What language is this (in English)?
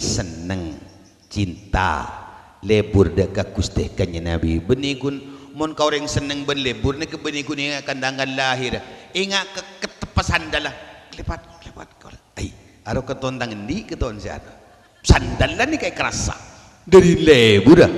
Madurese